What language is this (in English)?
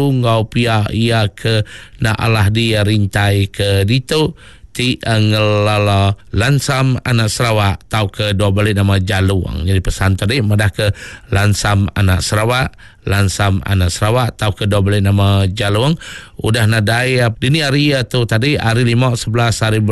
Iban